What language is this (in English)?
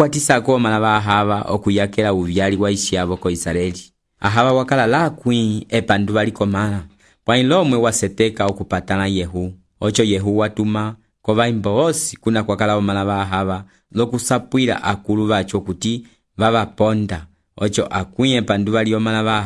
Umbundu